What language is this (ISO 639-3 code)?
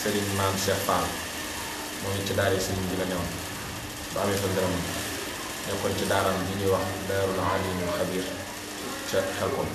wol